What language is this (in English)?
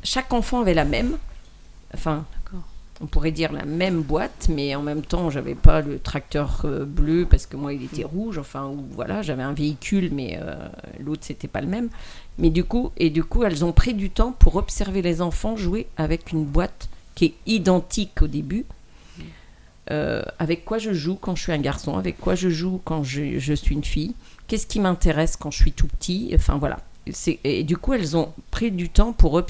French